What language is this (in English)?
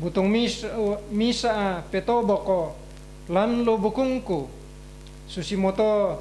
Toraja-Sa'dan